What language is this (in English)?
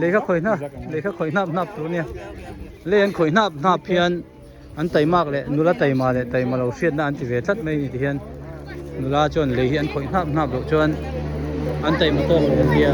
Hmar